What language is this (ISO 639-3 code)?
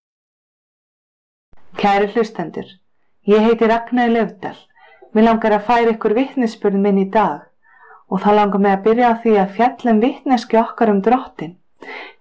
isl